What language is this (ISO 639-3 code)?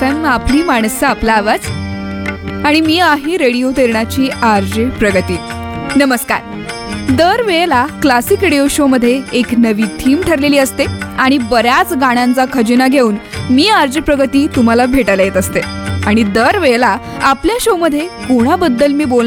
mar